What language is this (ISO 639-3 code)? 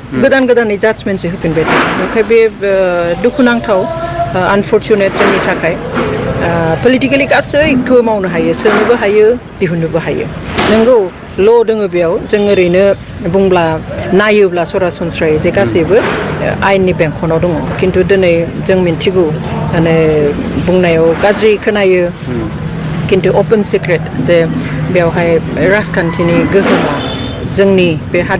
brx